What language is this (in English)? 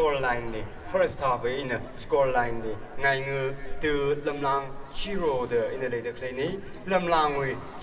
Tangkhul Naga (India)